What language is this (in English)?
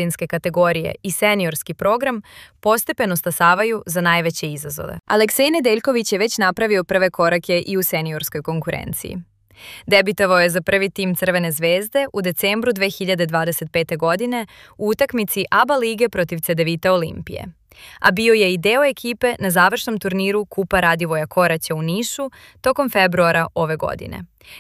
Serbian